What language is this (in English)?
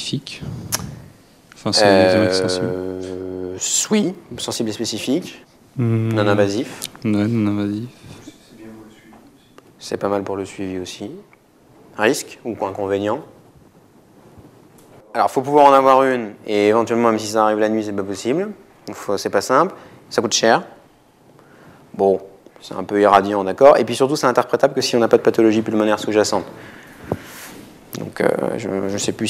French